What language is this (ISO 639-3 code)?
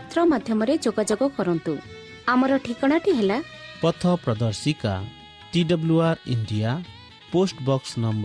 ori